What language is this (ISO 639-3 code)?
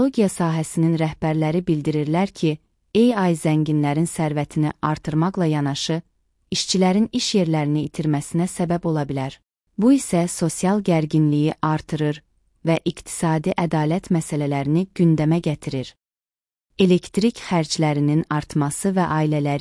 aze